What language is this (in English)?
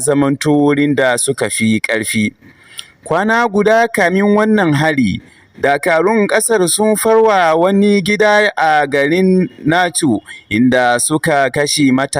Hausa